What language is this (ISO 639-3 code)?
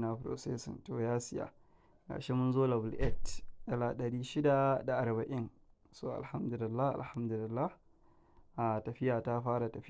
hau